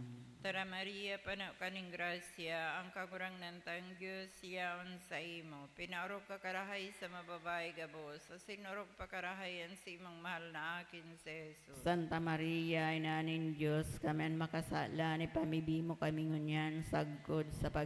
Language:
Bikol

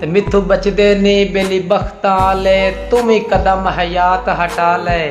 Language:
Saraiki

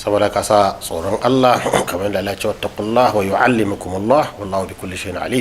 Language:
Hausa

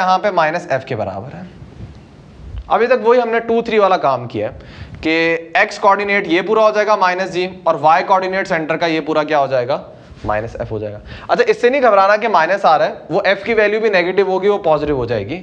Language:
Hindi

